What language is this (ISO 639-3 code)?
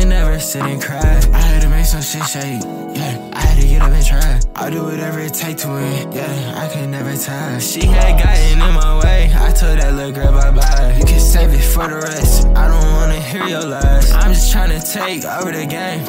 eng